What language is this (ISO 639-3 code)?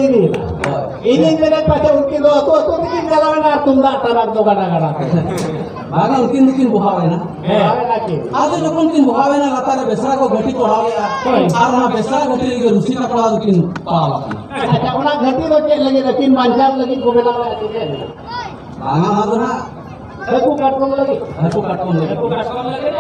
sat